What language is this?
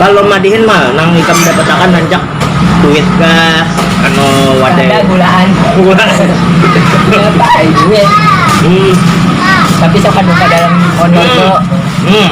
Banjar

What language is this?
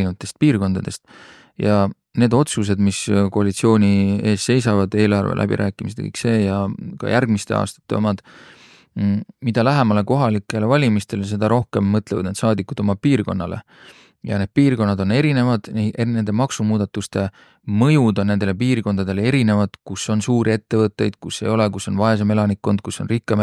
Estonian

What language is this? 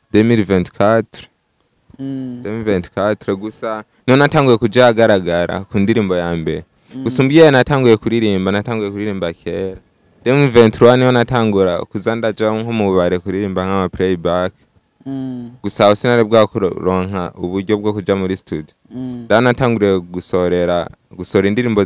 Rundi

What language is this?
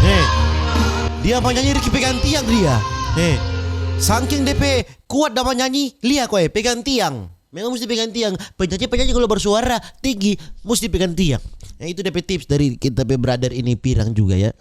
Manado Malay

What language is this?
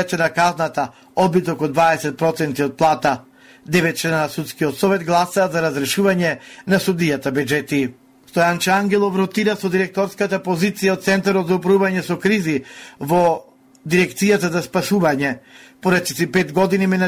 Macedonian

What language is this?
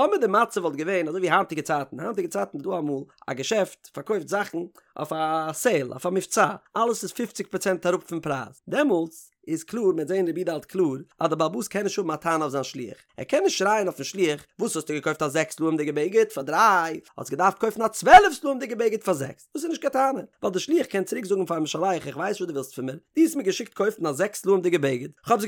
Yiddish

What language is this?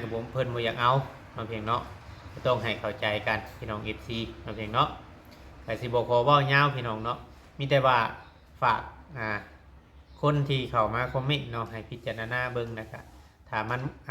Lao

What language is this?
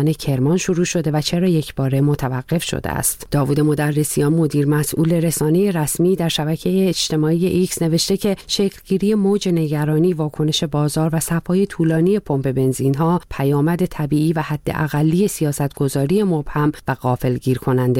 Persian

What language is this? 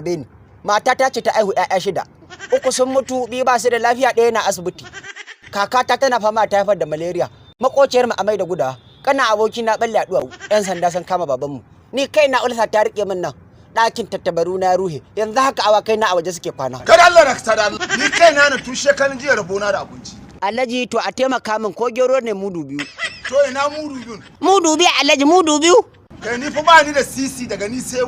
Hausa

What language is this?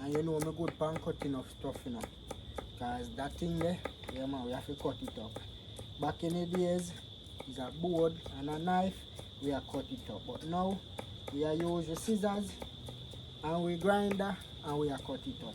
Jamaican Creole English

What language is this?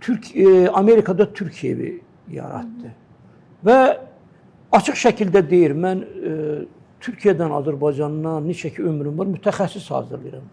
Azerbaijani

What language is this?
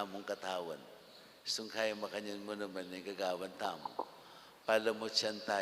Pampanga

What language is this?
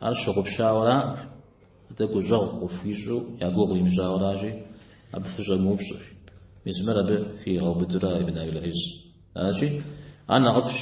Kabardian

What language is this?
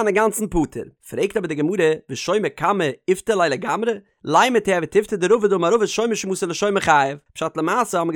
Yiddish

